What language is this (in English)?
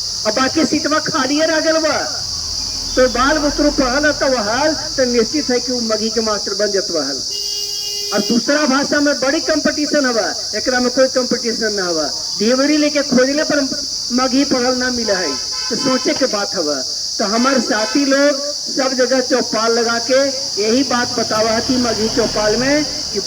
Magahi